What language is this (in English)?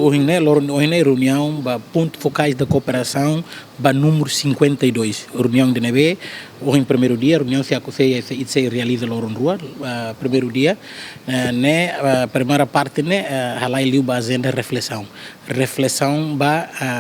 Tetum